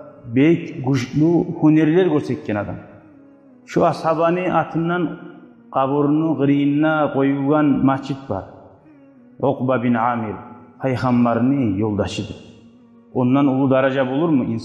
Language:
Kumyk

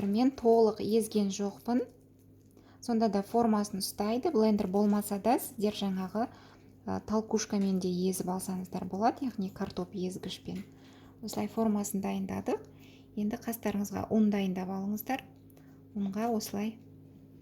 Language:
Kazakh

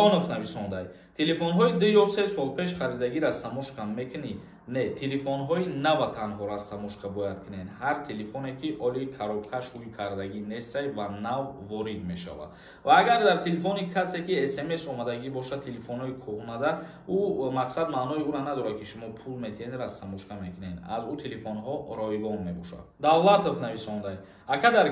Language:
Tajik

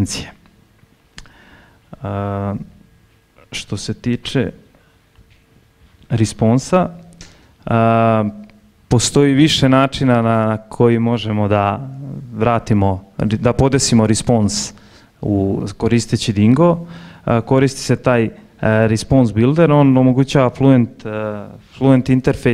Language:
Serbian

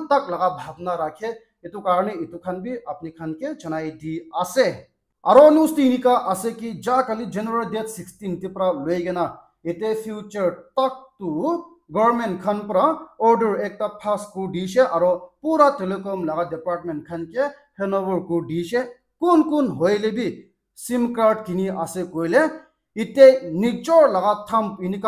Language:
Naga Pidgin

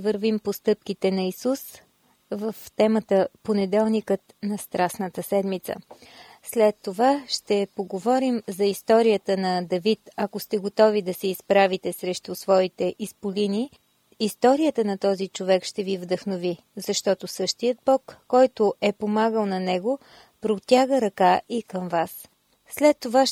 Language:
Bulgarian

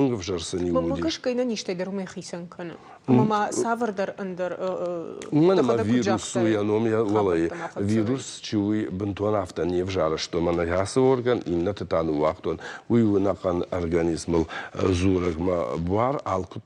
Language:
Ossetic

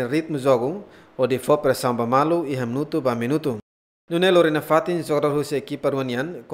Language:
Tetum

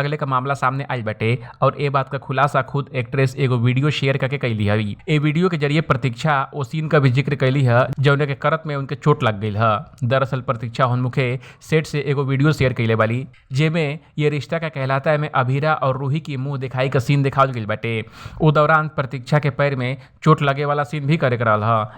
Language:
Bhojpuri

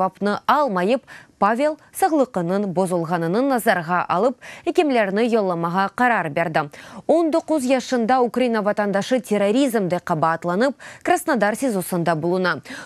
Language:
Crimean Tatar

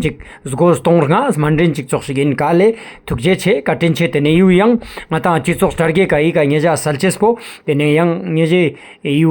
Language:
Ladakhi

